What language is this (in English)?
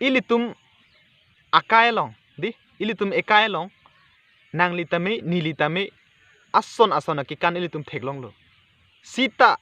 Karbi